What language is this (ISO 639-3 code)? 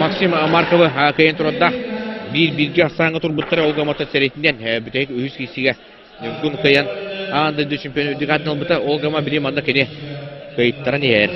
sah